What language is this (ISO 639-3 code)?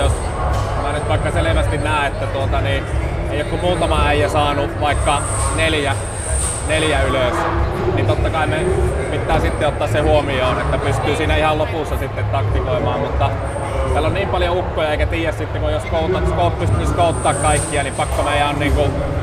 fin